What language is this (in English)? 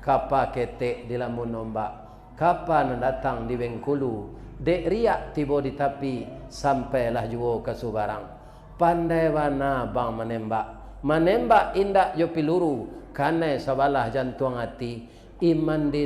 Minangkabau